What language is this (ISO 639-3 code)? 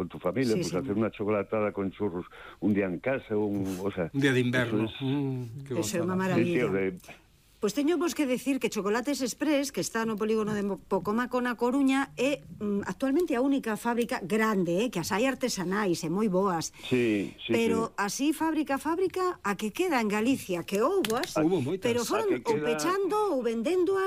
glg